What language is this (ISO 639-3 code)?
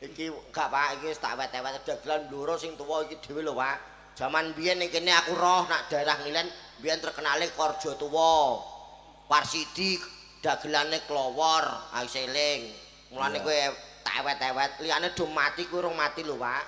jav